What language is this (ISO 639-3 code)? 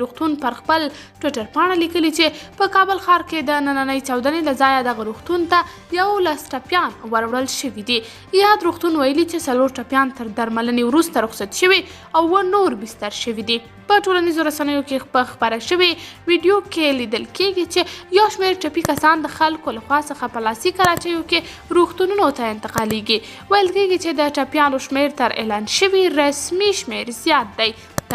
pus